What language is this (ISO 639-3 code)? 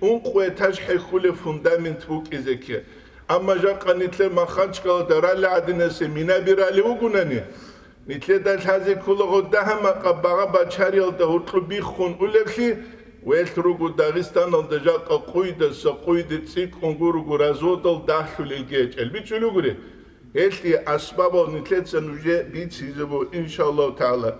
ava